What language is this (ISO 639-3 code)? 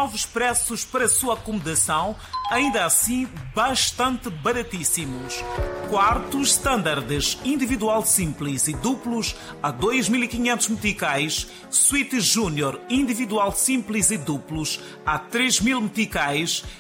por